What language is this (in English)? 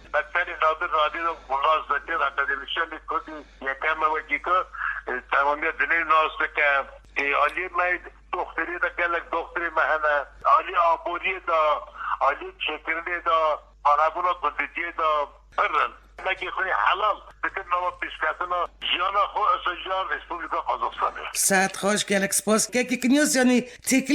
Kurdish